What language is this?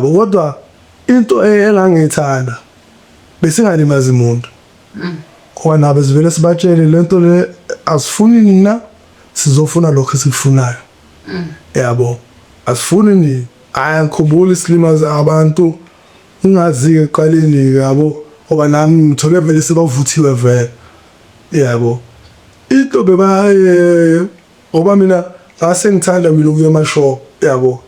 Zulu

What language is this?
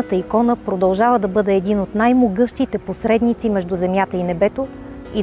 Bulgarian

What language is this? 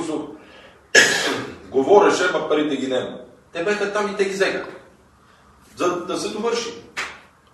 Bulgarian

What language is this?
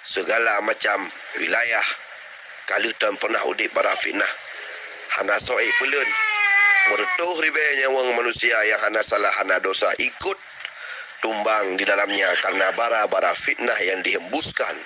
Achinese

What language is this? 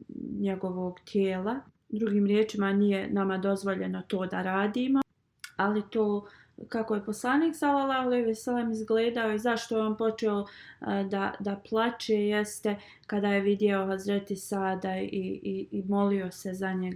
Bosnian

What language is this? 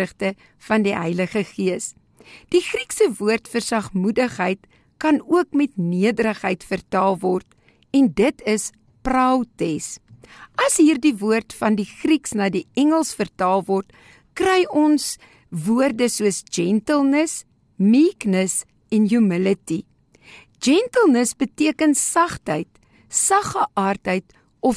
Afrikaans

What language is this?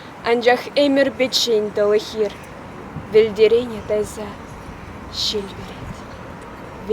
Chuvash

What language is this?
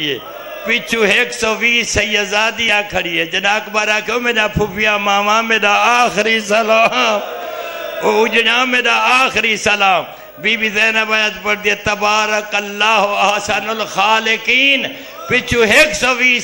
Saraiki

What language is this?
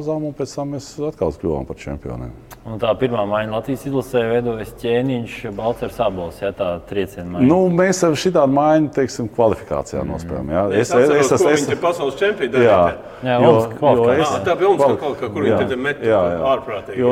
Latvian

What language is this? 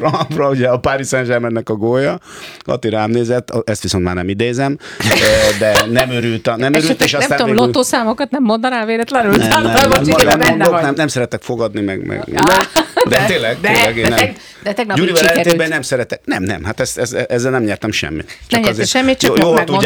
Hungarian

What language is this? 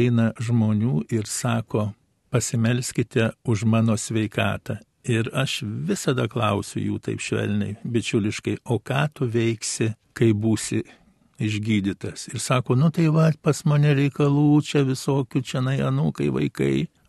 Lithuanian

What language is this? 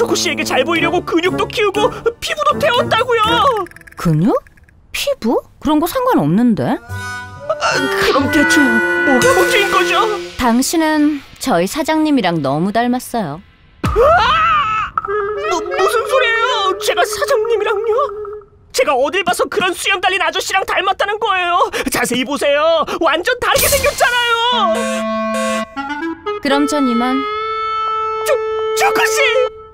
Korean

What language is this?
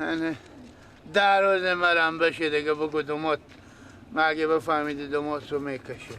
Persian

